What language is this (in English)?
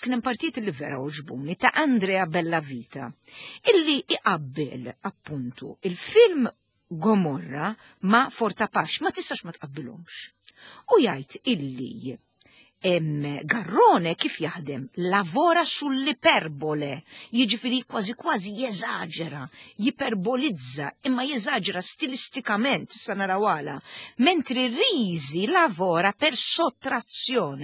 Maltese